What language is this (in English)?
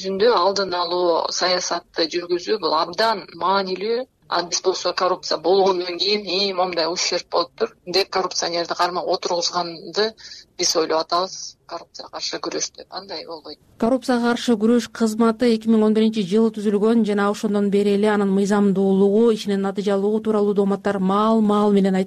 Kyrgyz